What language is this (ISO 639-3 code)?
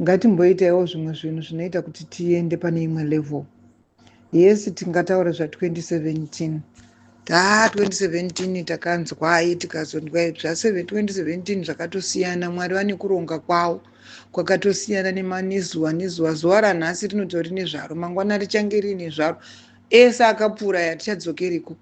sna